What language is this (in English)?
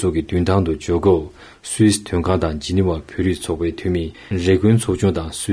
Tibetan